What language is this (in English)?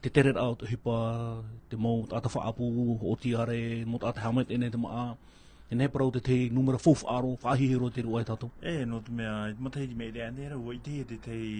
Tahitian